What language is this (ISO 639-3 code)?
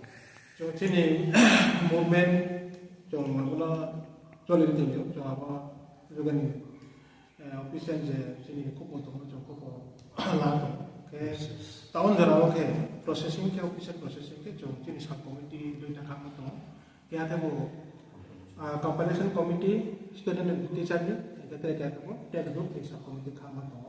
ria